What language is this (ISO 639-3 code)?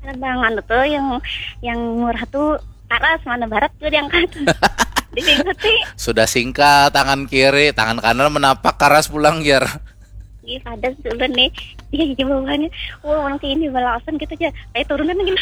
bjn